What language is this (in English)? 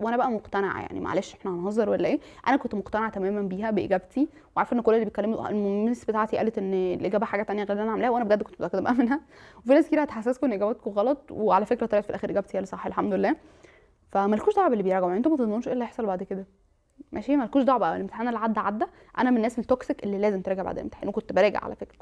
Egyptian Arabic